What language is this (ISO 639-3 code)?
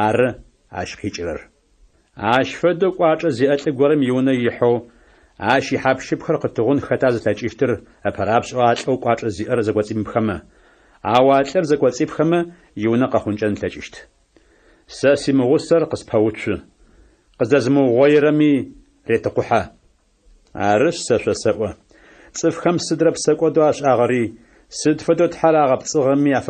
ady